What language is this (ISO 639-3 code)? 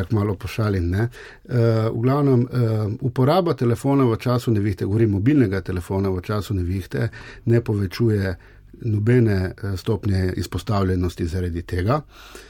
slv